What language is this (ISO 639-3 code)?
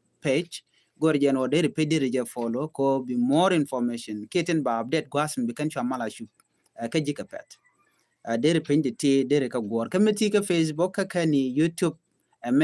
nus